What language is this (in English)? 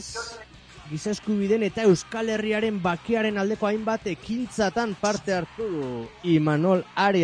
Basque